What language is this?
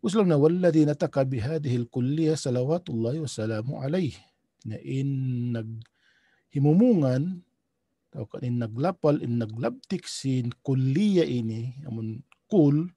Tausug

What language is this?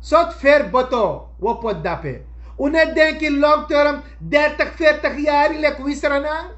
Sranan Tongo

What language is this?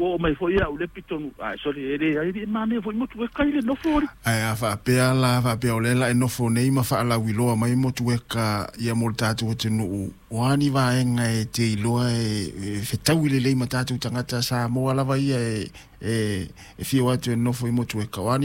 Samoan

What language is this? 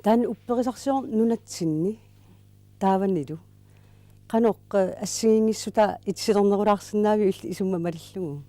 Kalaallisut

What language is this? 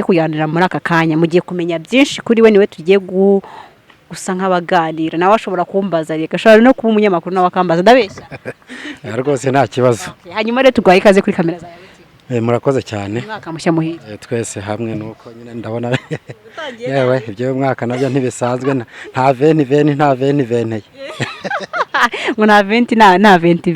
Kinyarwanda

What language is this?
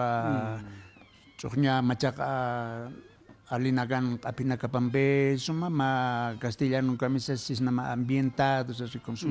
Aymara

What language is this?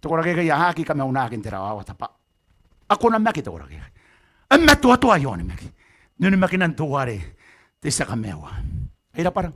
Gilbertese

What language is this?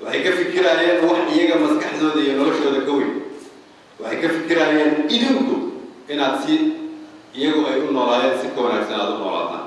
Somali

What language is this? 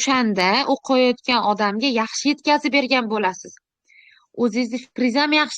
Uzbek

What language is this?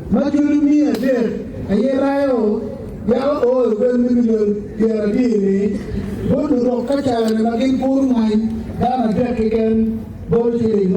Acoli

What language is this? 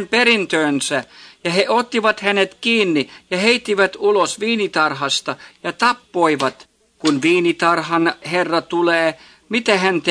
Finnish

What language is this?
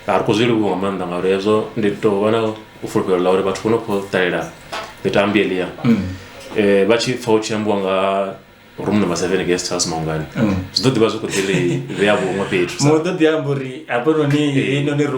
Venda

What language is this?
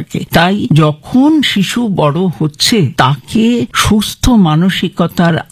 Bangla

